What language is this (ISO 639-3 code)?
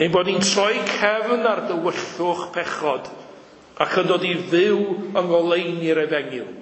cym